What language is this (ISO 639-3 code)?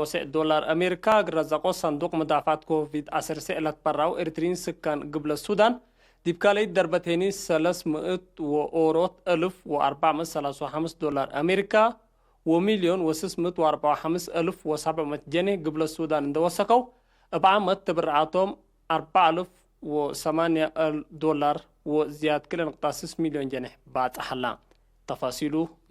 tig